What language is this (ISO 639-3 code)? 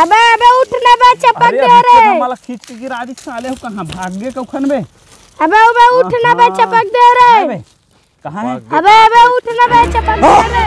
hne